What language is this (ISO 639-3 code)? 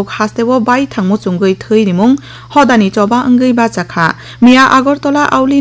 trp